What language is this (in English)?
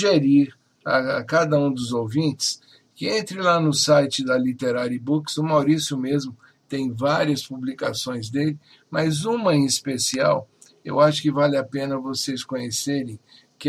Portuguese